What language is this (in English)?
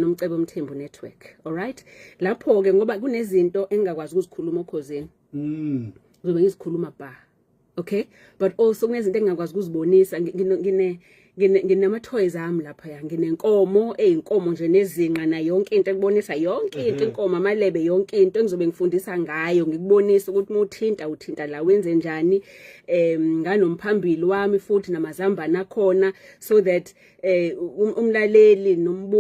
Zulu